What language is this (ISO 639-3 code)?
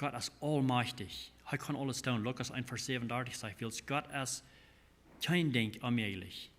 pdt